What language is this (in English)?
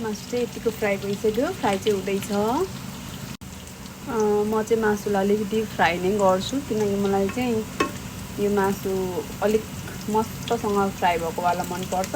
Nepali